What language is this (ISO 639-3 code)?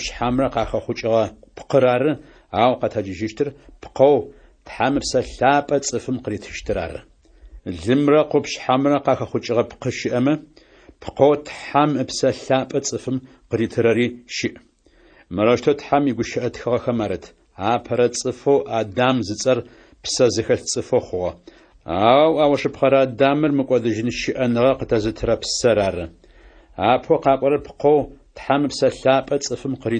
ady